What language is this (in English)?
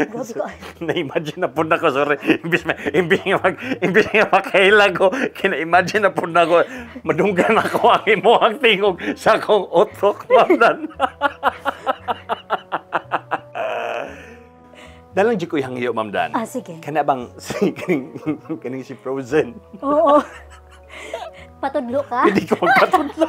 Cebuano